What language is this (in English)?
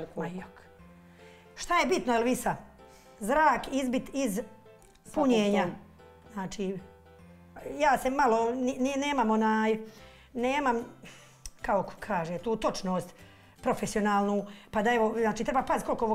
Bosnian